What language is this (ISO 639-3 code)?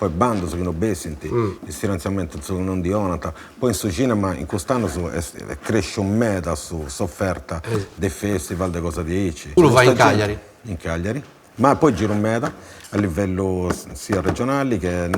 srd